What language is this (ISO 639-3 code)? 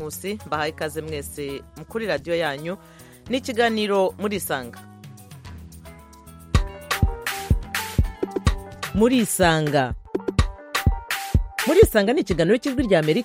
kin